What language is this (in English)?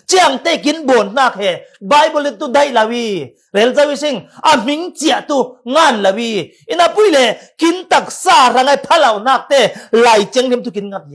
Falam Chin